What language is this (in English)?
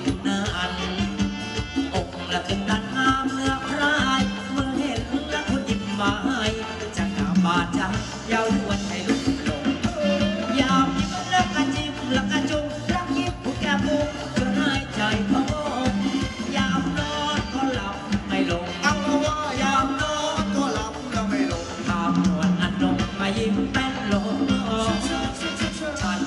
Thai